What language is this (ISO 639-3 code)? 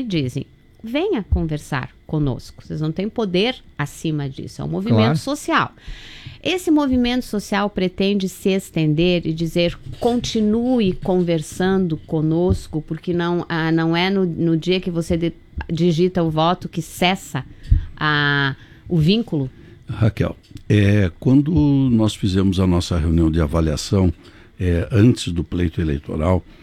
por